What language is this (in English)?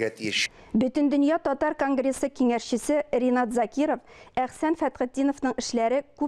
Tatar